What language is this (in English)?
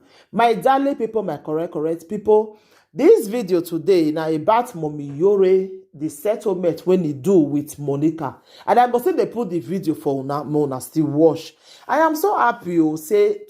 Nigerian Pidgin